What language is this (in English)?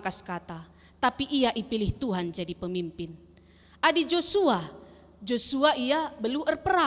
Batak Karo